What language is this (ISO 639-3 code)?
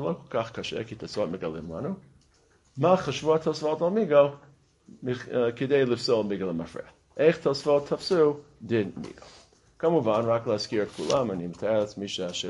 heb